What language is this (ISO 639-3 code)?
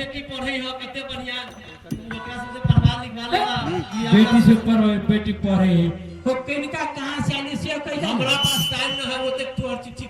mai